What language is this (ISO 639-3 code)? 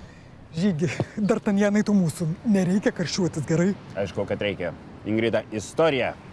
lit